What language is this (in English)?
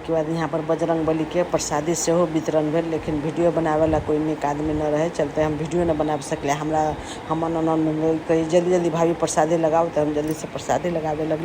Maithili